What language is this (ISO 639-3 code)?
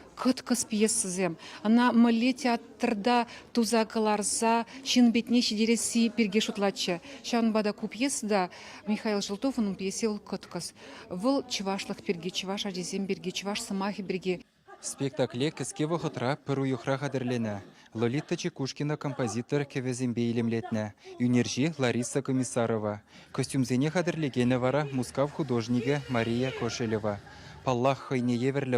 chv